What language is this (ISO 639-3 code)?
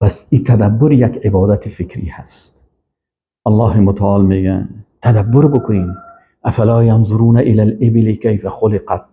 fas